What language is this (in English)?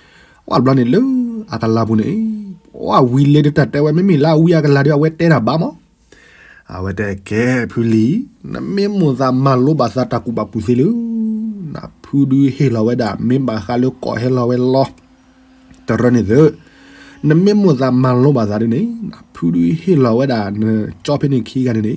S'gaw Karen